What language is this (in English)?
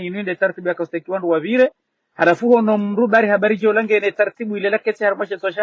Ngazidja Comorian